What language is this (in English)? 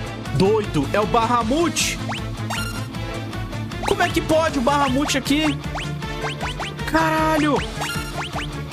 Portuguese